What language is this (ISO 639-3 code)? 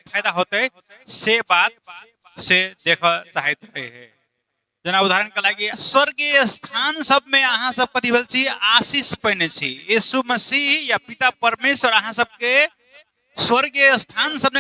mai